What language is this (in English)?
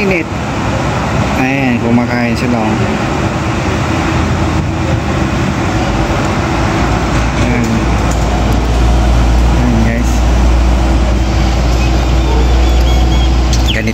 Filipino